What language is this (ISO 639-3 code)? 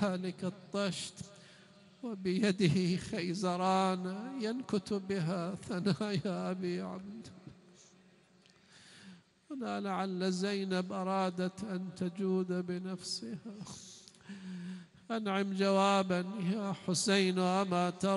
ara